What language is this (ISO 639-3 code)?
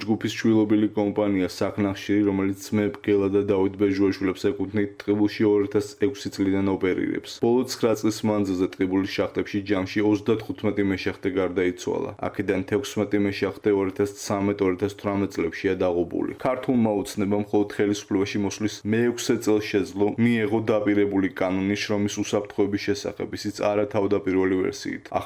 kat